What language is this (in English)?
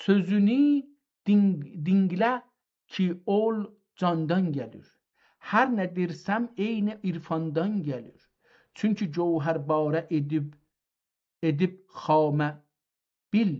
South Azerbaijani